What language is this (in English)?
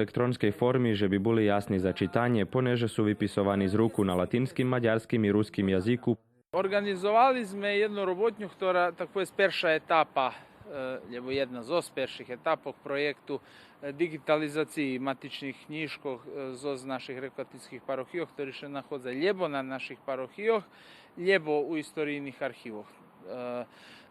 Rusyn